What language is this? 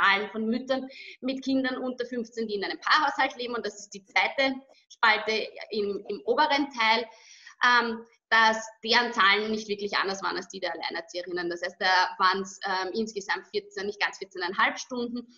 German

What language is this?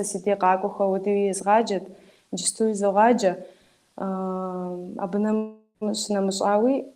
Kabardian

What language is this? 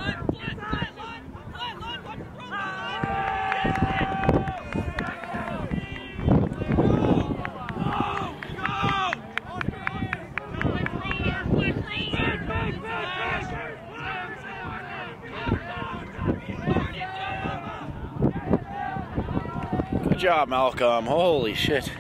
English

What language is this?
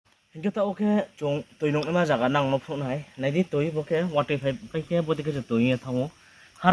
Riang (India)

